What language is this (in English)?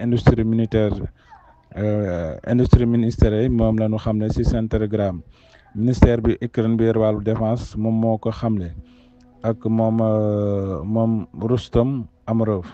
Wolof